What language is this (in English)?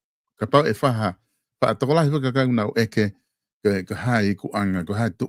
Tongan